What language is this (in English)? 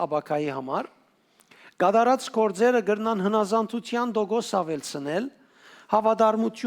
Western Armenian